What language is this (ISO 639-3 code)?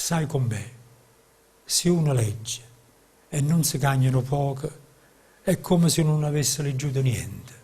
nap